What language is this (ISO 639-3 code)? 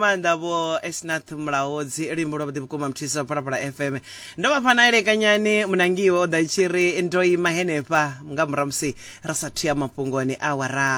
ven